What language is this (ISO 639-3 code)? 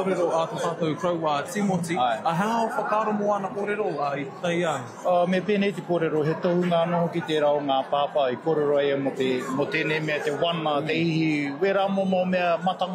mri